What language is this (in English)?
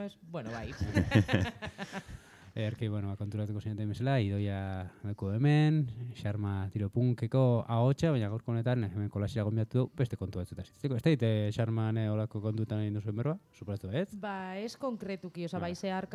Basque